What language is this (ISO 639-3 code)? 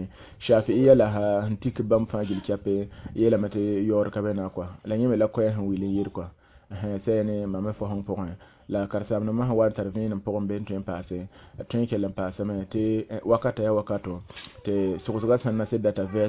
mos